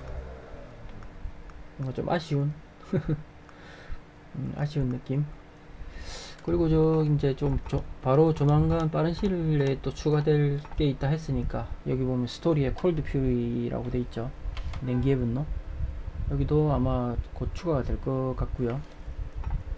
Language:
Korean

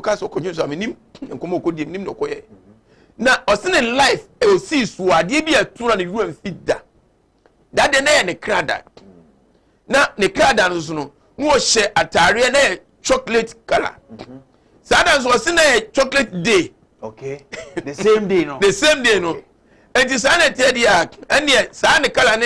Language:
Akan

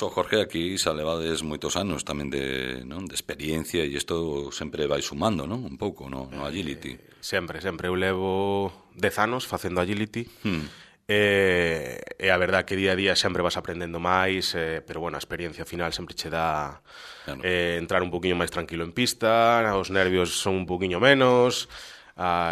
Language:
Galician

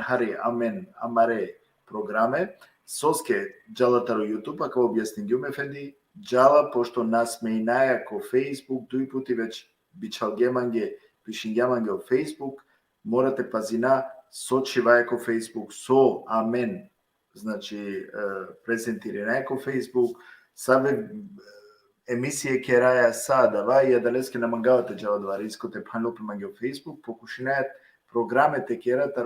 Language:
Balkan Romani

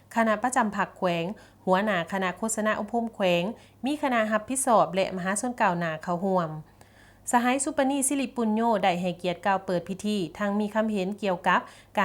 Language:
Lao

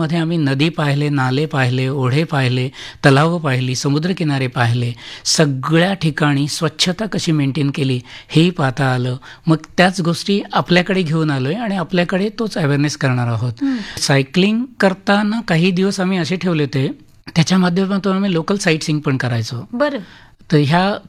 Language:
Marathi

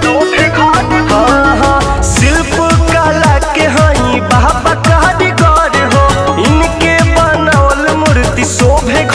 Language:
Bhojpuri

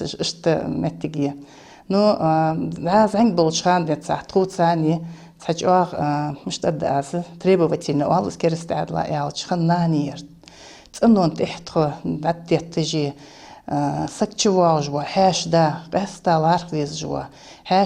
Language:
Ingush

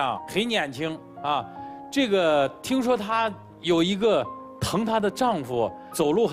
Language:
Chinese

